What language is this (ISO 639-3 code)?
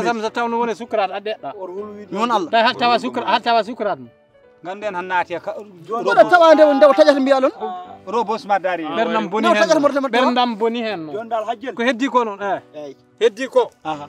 ful